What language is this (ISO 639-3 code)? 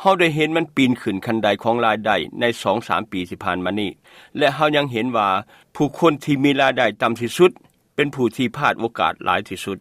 lao